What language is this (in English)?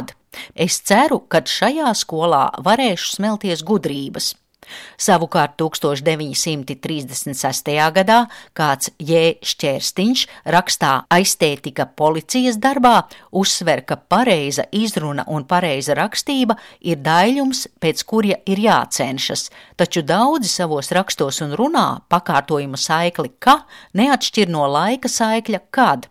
Latvian